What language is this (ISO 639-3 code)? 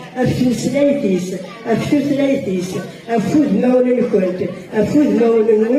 kab